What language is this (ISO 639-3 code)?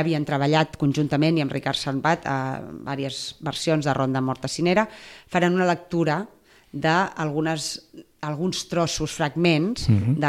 cat